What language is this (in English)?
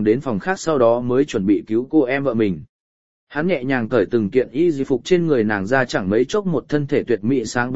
Vietnamese